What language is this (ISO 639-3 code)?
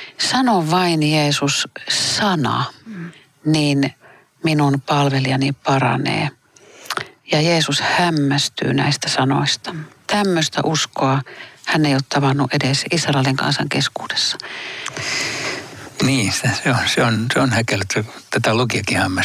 fin